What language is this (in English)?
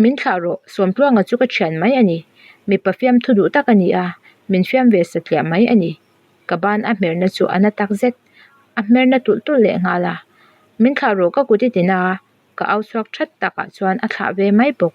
Mizo